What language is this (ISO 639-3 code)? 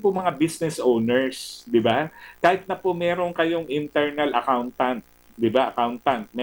fil